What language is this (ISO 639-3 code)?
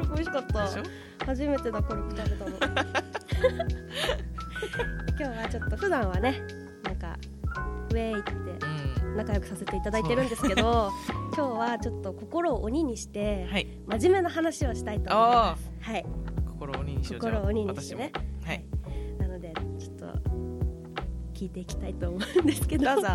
jpn